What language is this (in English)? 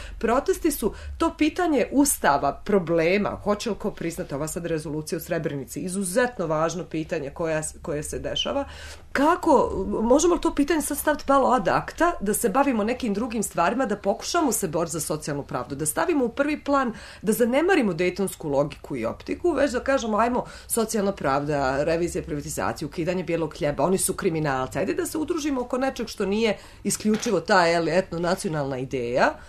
Bosnian